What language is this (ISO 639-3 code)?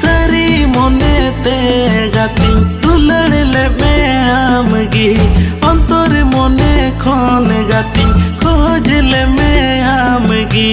sat